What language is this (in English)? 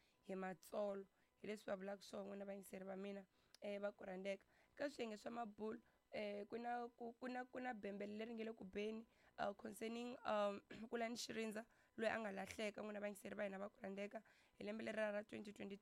Tsonga